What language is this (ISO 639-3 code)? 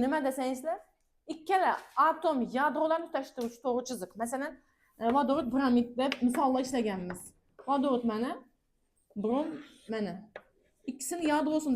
uzb